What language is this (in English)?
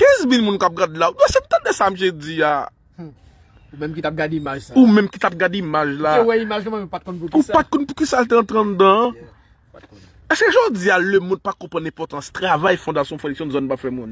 Haitian Creole